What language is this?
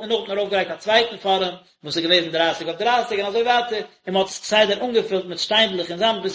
Yiddish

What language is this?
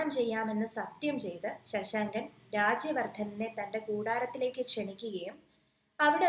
Malayalam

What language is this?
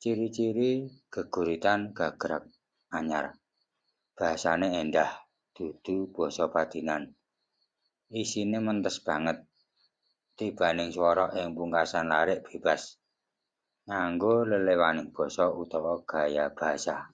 Javanese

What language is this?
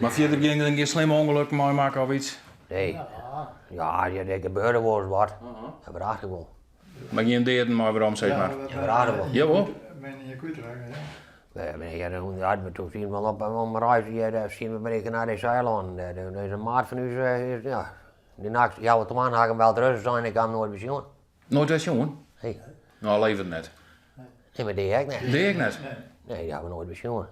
Western Frisian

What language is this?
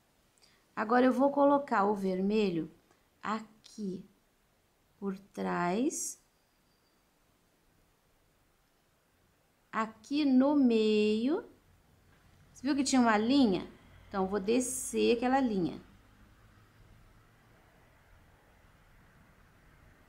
Portuguese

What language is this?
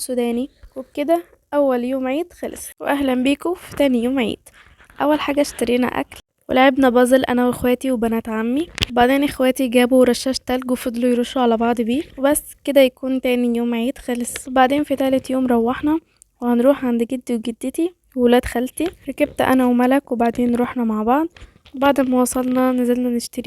Egyptian Arabic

